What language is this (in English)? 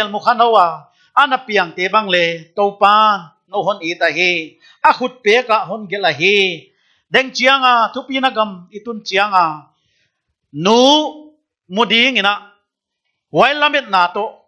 Paite Chin